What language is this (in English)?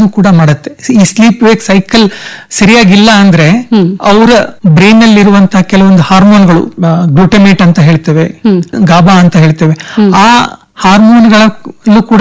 Kannada